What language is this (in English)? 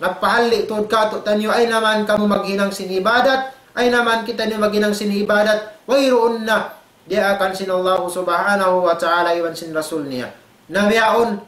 Tausug